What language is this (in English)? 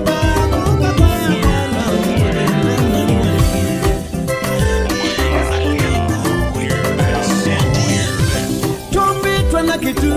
Swahili